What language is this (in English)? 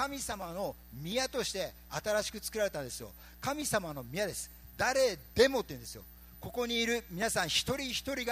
Japanese